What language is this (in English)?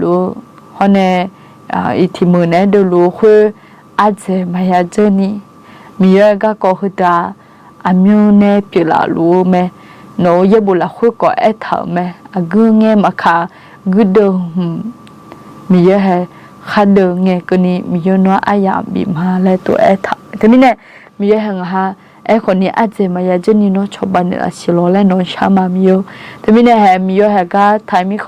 Akha